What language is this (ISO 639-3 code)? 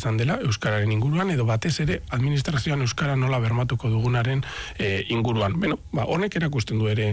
eus